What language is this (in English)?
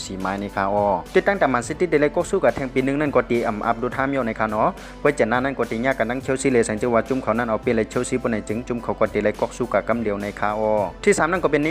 Shan